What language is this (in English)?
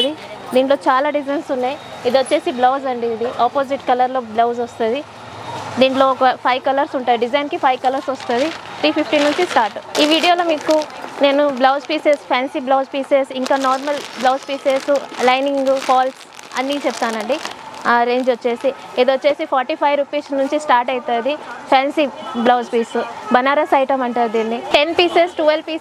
Telugu